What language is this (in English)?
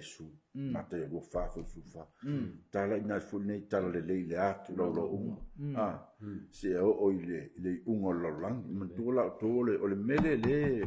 Samoan